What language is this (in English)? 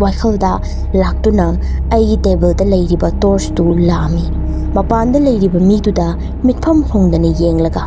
Manipuri